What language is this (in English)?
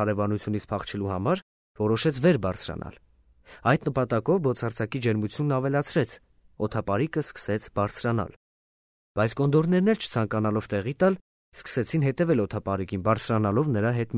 Armenian